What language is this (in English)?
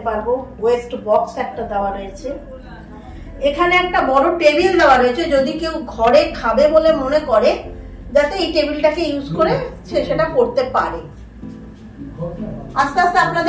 Bangla